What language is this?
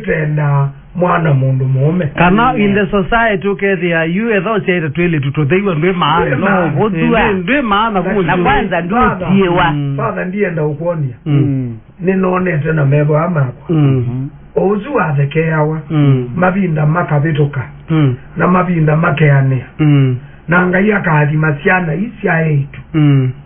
Kamba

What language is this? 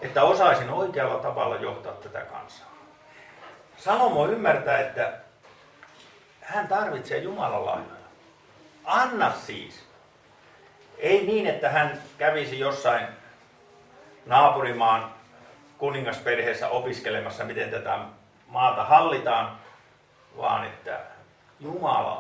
Finnish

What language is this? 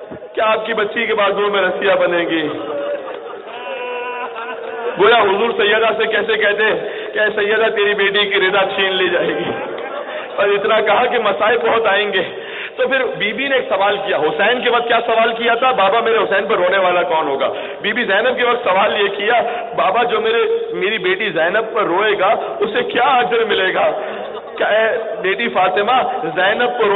Urdu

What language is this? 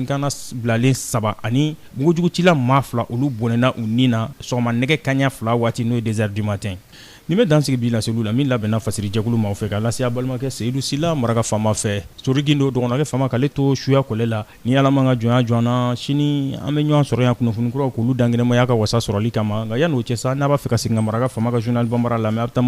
Bambara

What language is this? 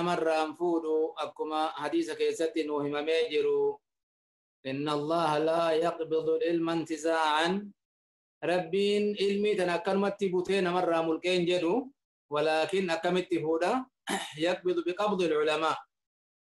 Oromo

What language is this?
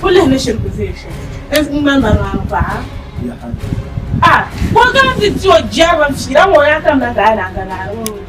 Dagbani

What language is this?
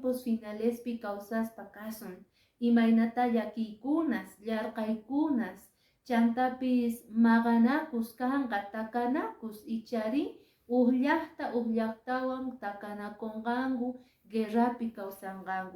Quechua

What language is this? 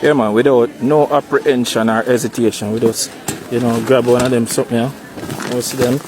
Jamaican Creole English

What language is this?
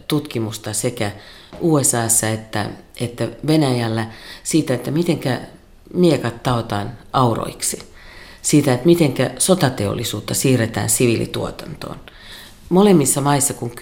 Finnish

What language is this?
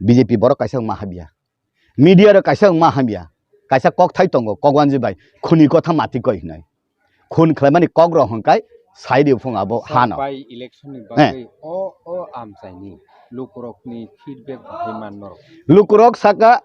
Kok Borok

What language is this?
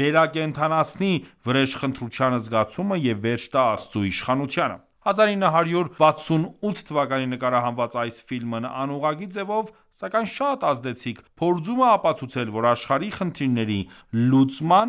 Armenian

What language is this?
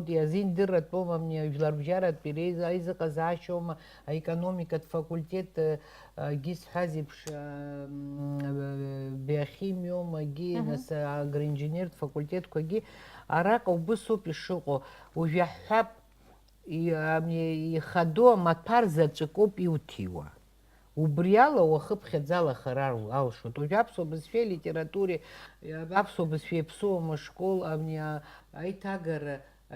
Abkhazian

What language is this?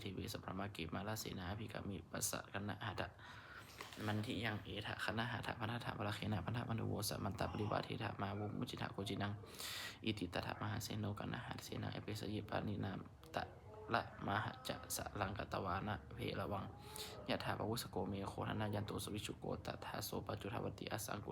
Pali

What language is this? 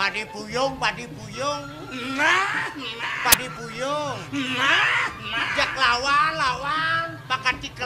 Balinese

